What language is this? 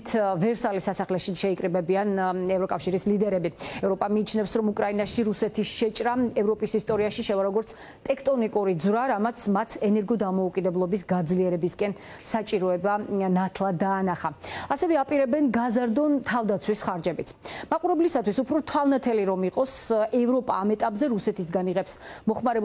Georgian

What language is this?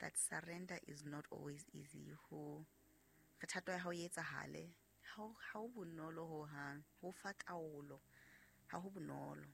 Southern Sotho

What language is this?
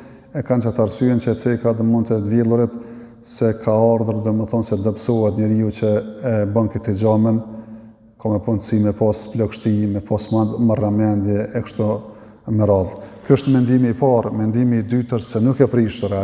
Albanian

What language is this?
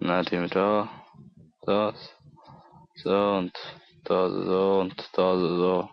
Swiss German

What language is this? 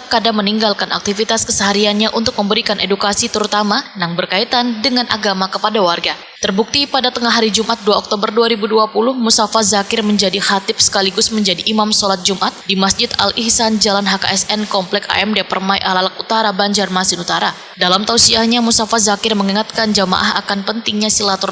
Banjar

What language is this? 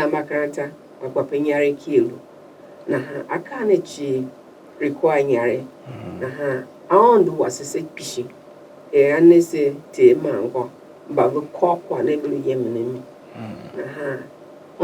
Tiv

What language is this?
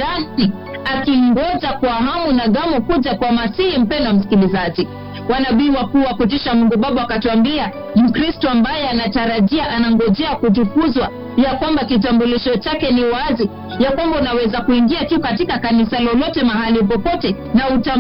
Swahili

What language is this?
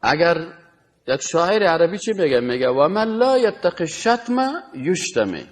Persian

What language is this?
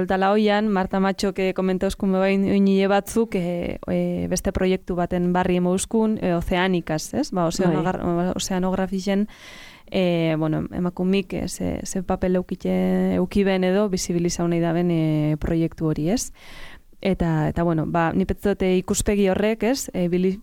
Basque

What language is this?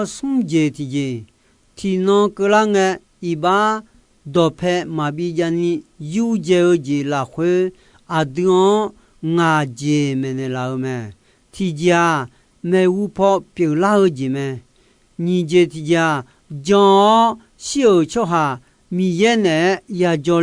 Akha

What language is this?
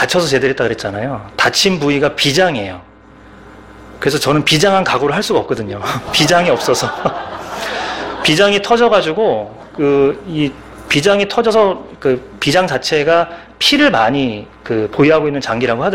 Korean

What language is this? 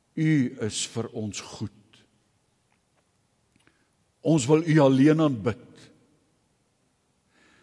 Afrikaans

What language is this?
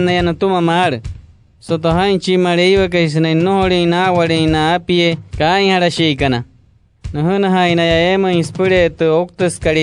Wayuu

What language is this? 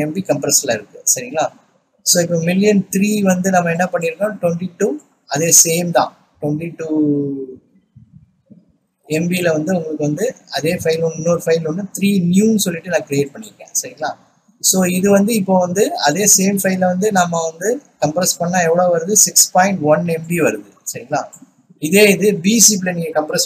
Tamil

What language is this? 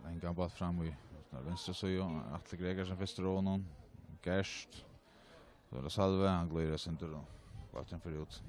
Faroese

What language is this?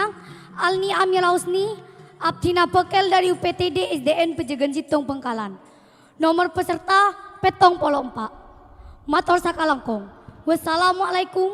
Madurese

